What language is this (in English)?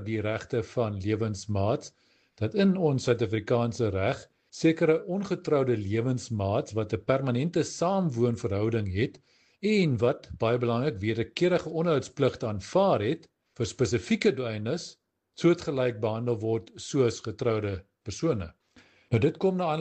Afrikaans